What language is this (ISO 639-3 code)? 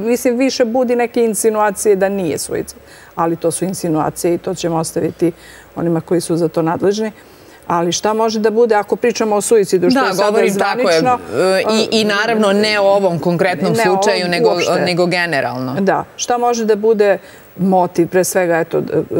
srp